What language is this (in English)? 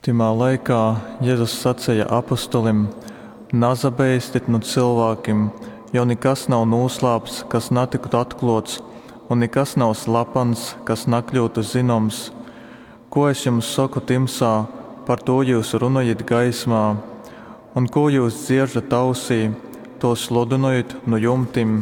Latgalian